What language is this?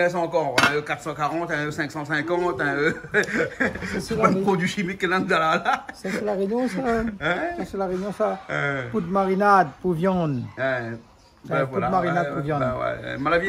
Réunion Creole French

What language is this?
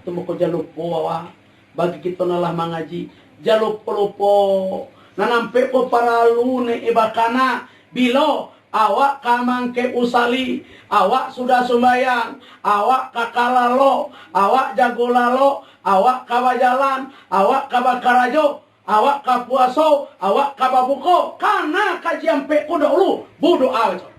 Minangkabau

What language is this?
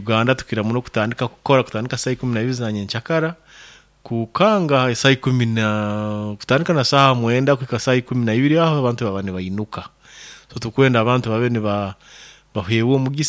Nyoro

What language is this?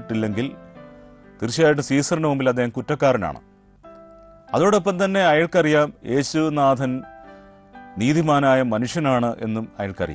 Malayalam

